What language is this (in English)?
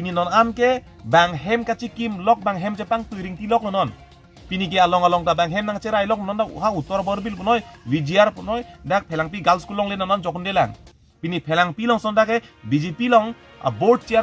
Karbi